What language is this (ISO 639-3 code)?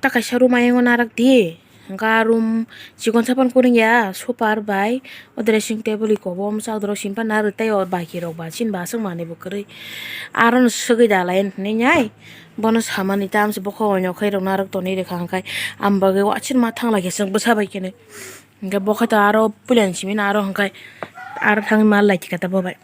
trp